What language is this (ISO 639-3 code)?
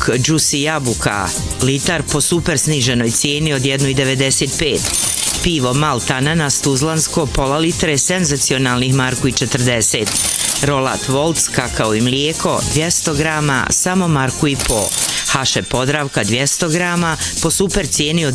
bos